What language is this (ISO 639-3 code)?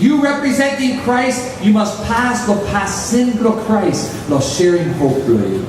tpi